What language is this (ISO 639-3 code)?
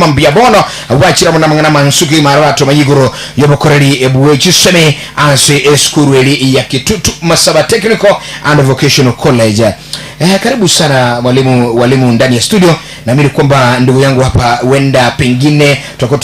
guz